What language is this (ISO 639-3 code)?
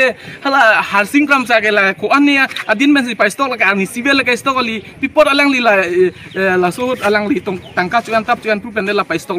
mjw